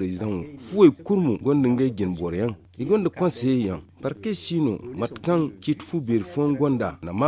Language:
Zarma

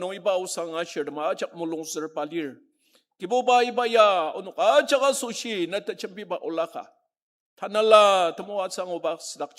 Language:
Ao Naga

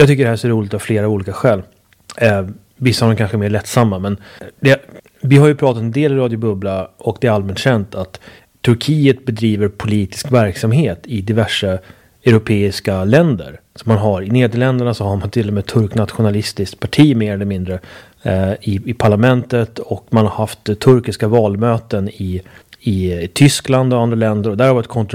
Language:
Swedish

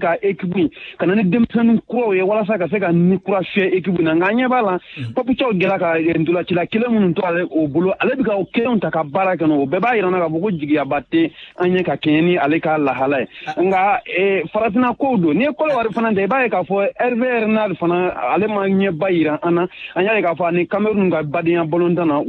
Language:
Bambara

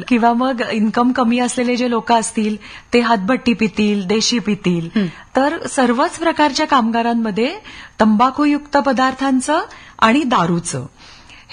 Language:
Marathi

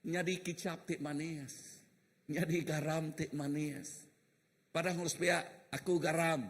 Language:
Iban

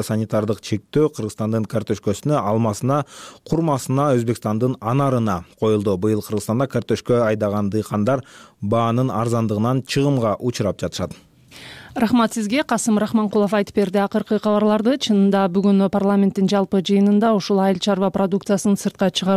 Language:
Kyrgyz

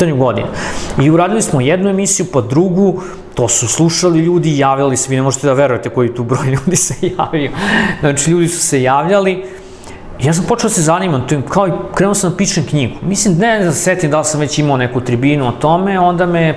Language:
Serbian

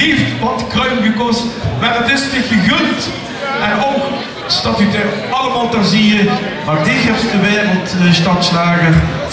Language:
Limburgish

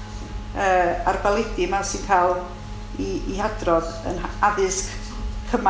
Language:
Welsh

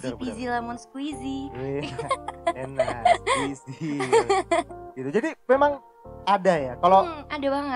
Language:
Indonesian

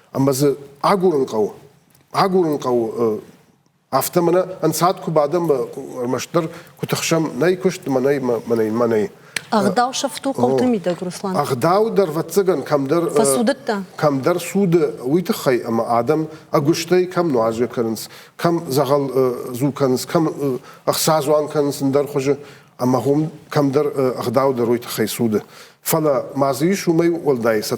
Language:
Ossetic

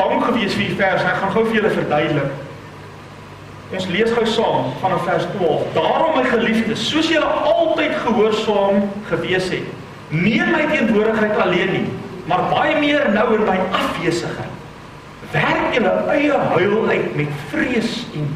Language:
Afrikaans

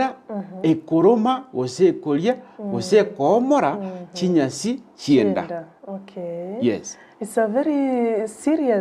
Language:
Gusii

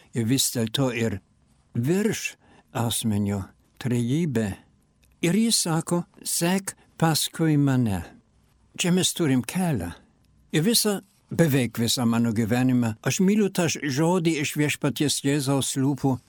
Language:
Lithuanian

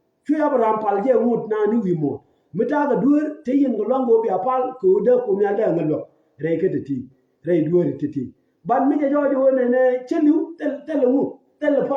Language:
Nuer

